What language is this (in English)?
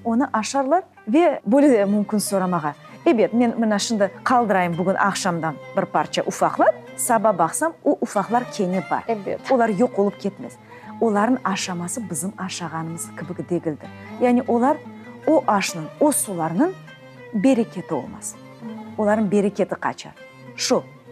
Crimean Tatar